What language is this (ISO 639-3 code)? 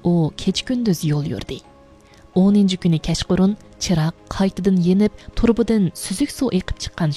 uig